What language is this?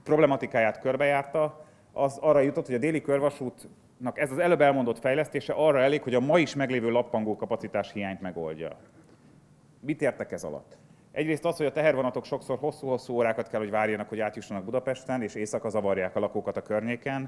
Hungarian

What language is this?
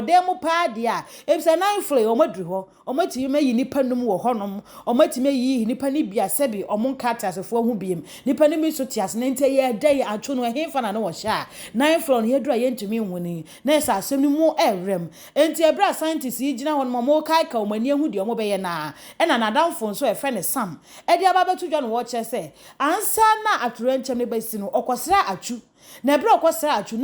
Akan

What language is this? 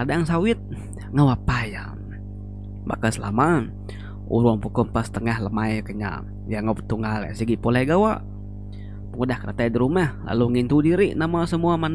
Iban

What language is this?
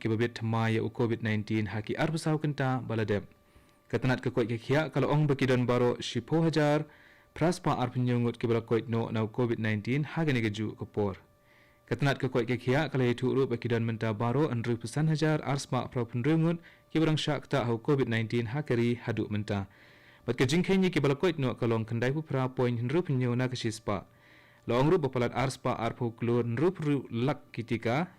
Khasi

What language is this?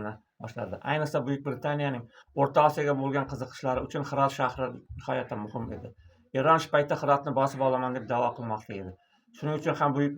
Uzbek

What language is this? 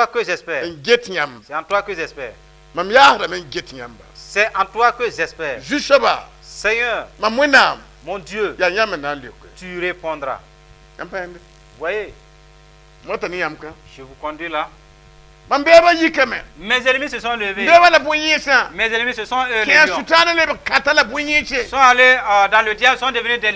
Mossi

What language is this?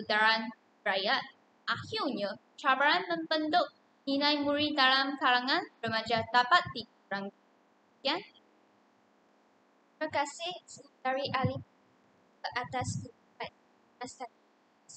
Malay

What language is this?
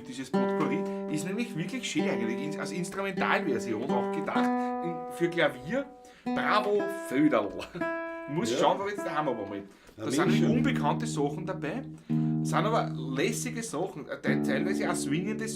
Bavarian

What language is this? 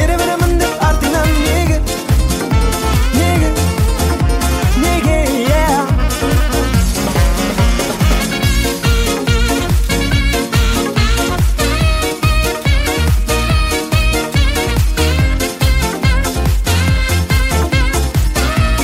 Kazakh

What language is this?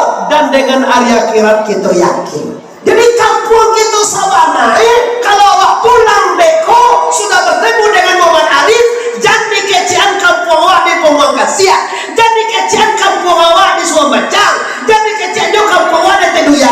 Minangkabau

